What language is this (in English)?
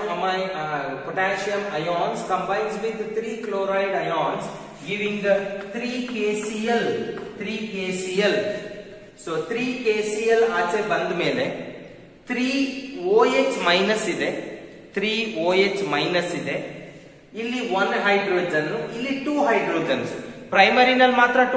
Kannada